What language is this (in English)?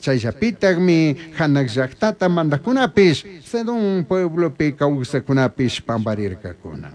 Chimborazo Highland Quichua